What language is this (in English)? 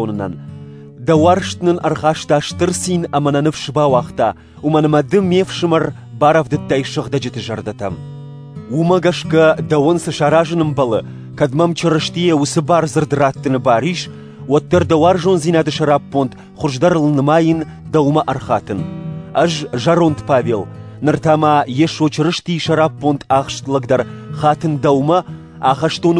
Ossetic